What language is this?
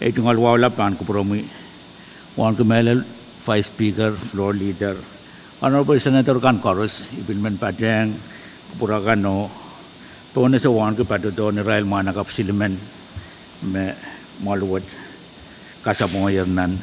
Pohnpeian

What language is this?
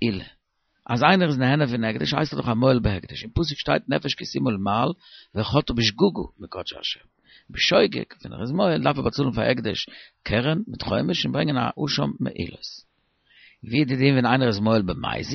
Yiddish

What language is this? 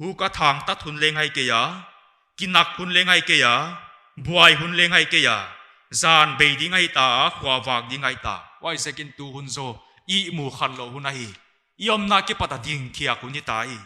Paite Chin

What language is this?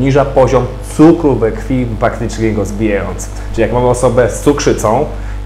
Polish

